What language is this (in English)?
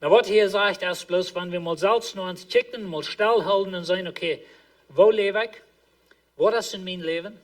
Plautdietsch